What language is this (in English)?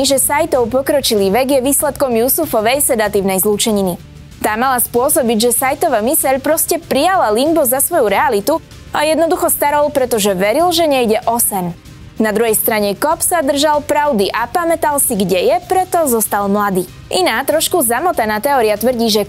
Slovak